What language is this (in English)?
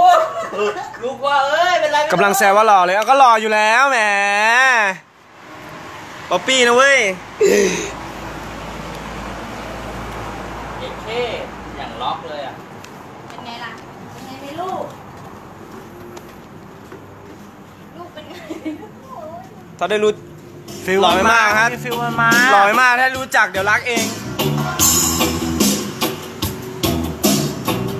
Thai